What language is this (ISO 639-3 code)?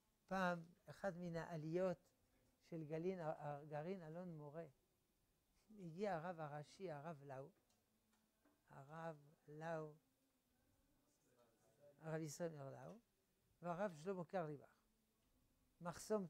heb